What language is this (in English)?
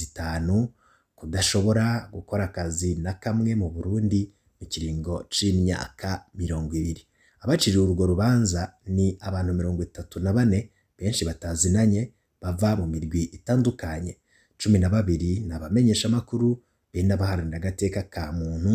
Rundi